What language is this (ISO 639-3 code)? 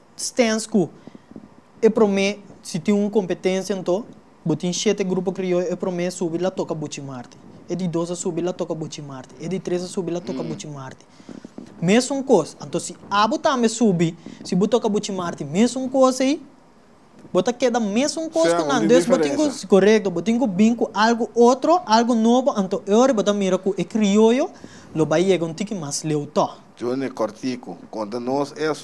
pap